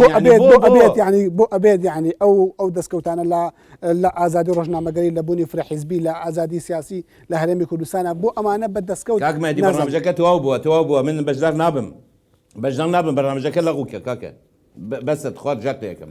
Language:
Central Kurdish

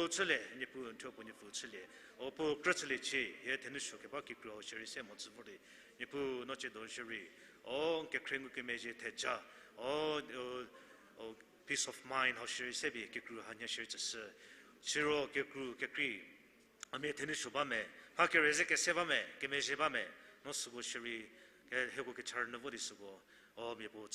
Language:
Angami Naga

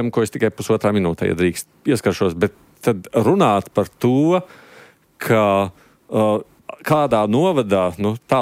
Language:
Latvian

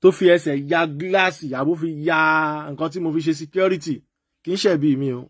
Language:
Yoruba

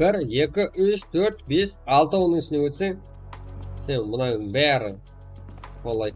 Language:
Kara-Kalpak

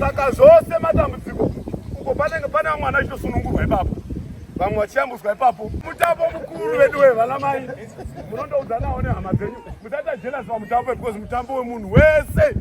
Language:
Shona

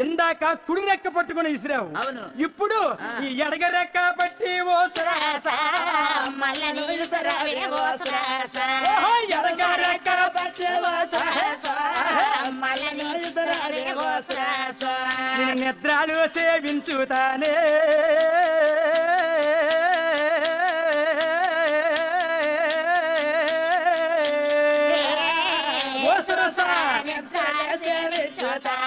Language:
Telugu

